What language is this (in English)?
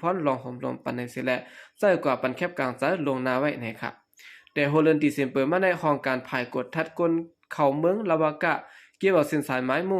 Shan